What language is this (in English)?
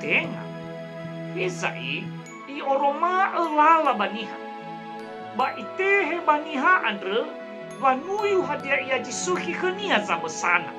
Nias